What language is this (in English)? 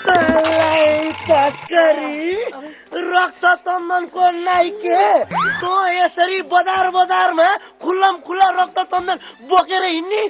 Nepali